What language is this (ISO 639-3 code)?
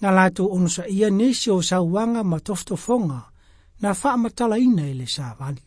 smo